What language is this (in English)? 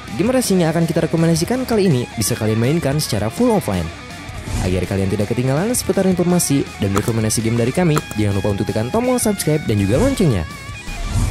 Indonesian